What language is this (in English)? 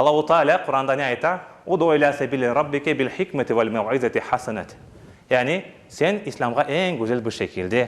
Crimean Tatar